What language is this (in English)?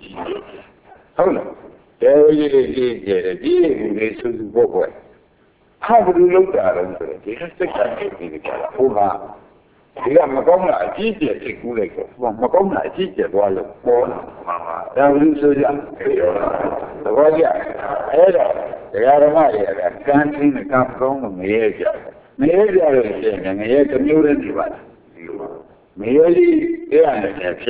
Burmese